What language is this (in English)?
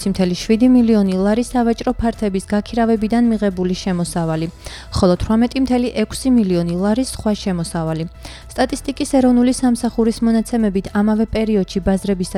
Georgian